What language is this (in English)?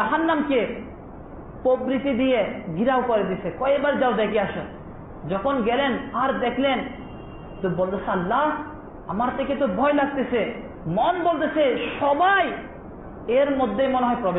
Bangla